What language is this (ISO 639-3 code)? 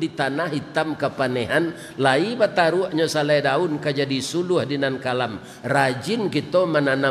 min